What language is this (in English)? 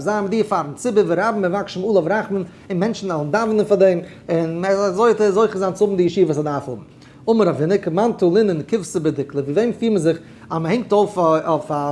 Yiddish